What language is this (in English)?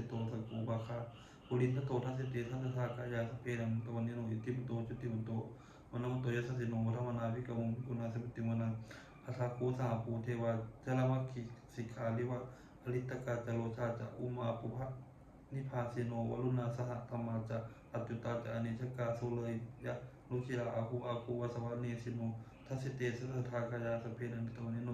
Pali